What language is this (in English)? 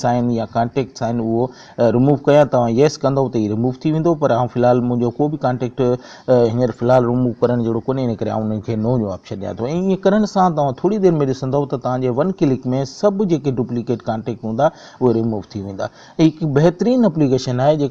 Sindhi